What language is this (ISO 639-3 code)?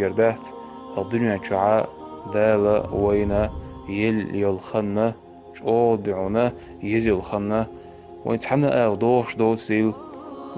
che